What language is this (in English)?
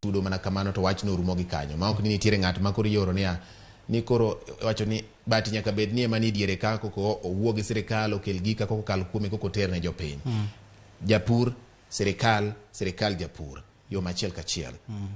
Luo (Kenya and Tanzania)